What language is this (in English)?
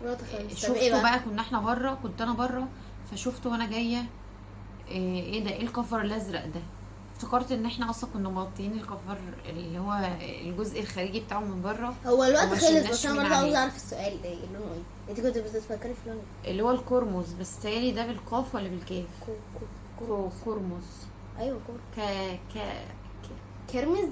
Egyptian Arabic